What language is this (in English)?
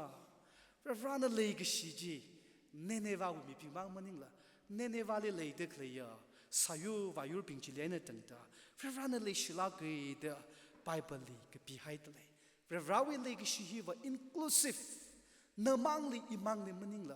Tangkhul Naga (India)